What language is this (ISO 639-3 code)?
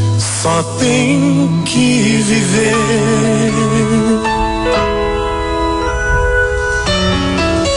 por